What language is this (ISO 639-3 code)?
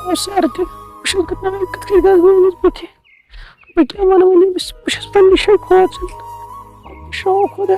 kas